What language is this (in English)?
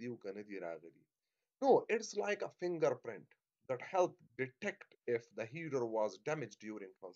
Pashto